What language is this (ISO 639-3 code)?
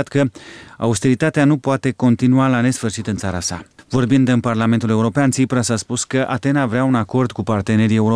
ron